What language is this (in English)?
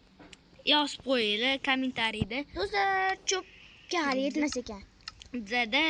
Uzbek